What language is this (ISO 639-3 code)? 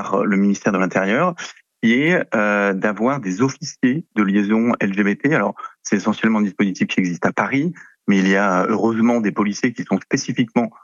fra